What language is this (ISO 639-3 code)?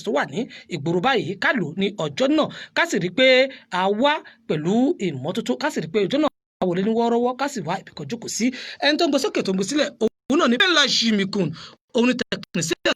yor